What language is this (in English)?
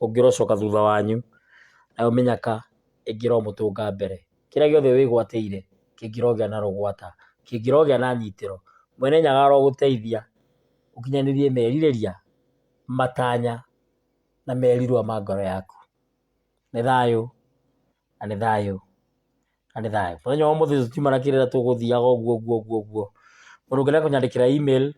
Kikuyu